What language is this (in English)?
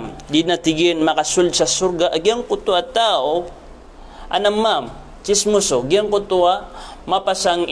Maranao